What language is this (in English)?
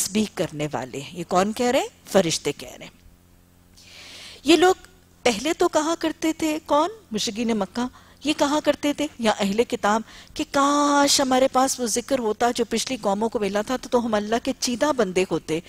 Urdu